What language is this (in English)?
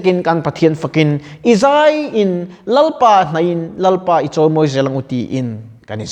Mizo